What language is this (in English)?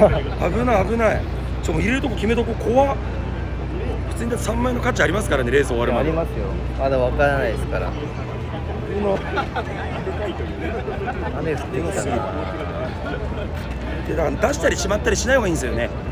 Japanese